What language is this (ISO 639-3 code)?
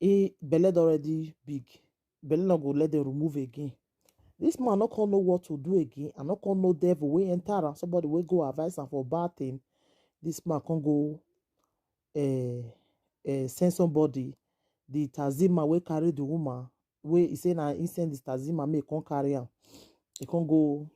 pcm